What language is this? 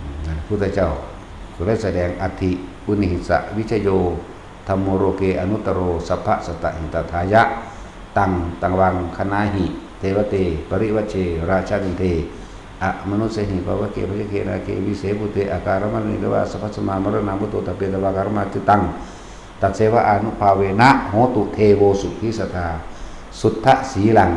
Northeastern Thai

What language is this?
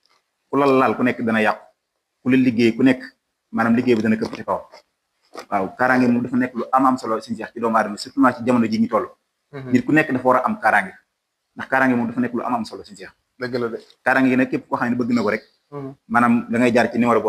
Wolof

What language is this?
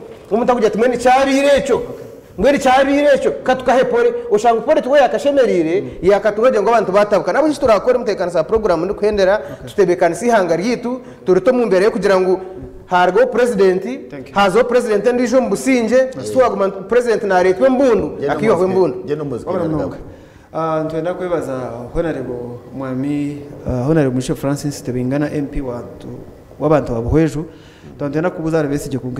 Nyankole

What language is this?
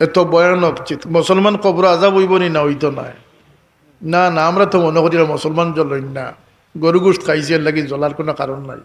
Sylheti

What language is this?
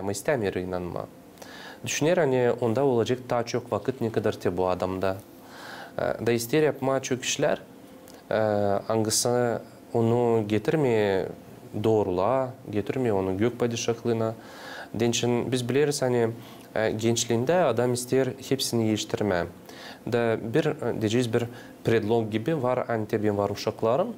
Gagauz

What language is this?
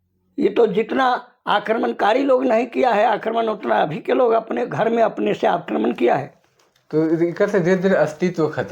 Sadri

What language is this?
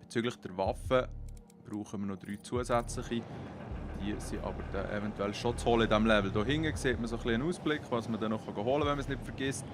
Swiss German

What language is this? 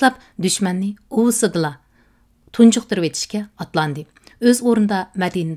Uyghur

